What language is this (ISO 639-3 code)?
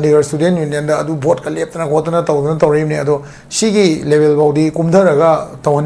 mni